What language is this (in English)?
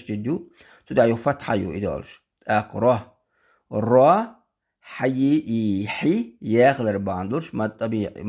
Chechen